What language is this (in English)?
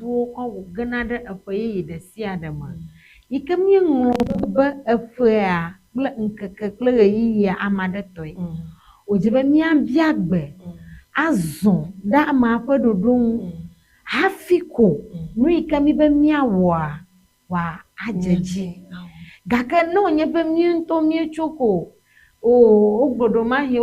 Ewe